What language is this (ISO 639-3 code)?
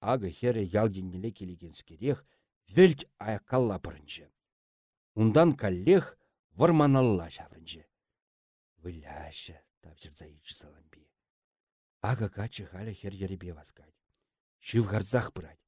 chv